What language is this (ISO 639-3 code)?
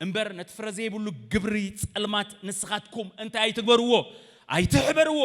tir